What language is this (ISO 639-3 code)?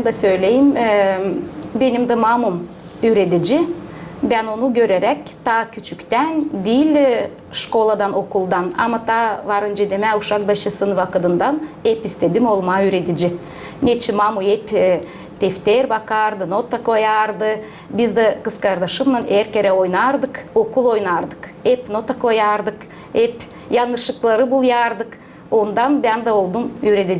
gag